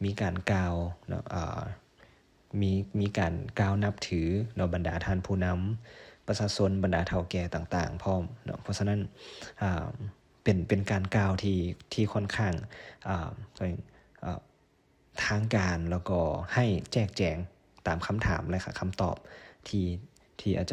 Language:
Lao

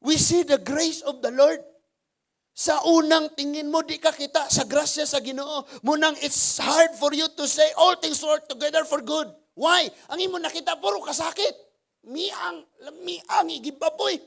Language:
Cebuano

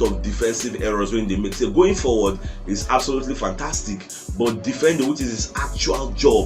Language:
Nigerian Pidgin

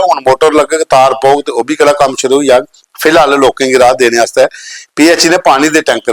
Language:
Dogri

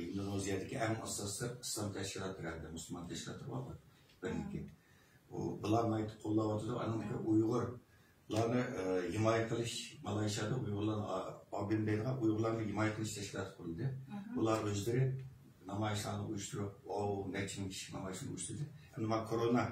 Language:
Uyghur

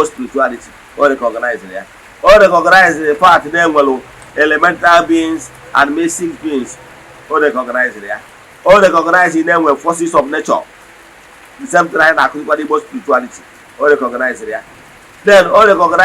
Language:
Igbo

